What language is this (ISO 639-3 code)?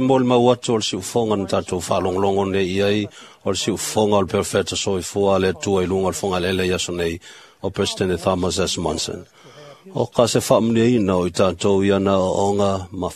smo